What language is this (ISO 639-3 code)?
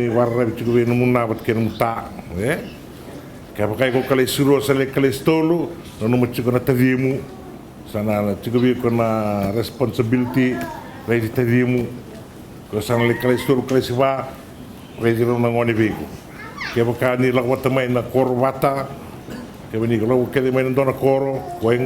fij